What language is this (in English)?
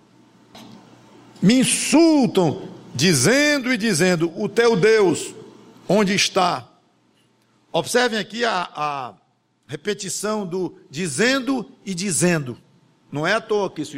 Portuguese